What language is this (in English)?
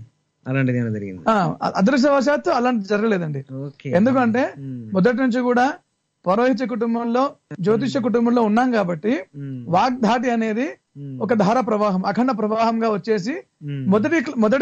Telugu